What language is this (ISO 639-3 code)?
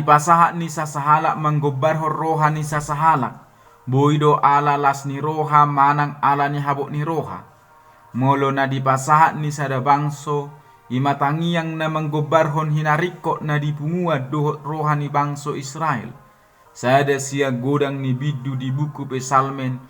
bbc